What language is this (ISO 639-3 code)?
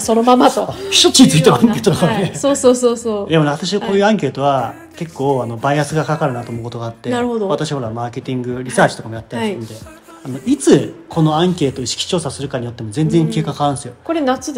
jpn